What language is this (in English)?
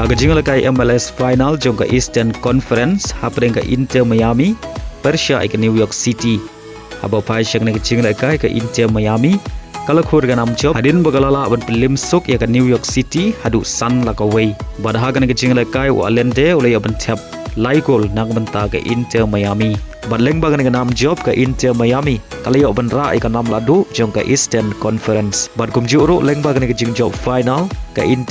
Khasi